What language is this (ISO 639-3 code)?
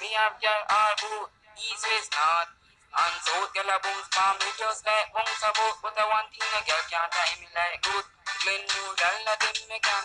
jam